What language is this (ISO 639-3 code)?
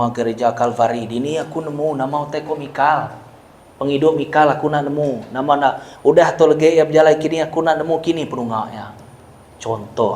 iba